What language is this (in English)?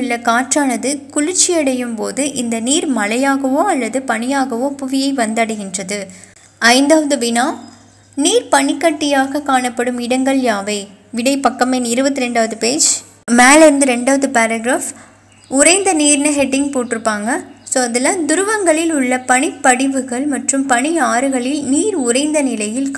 Tamil